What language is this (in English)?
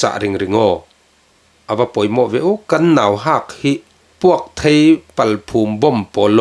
Falam Chin